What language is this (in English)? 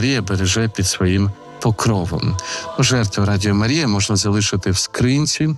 Ukrainian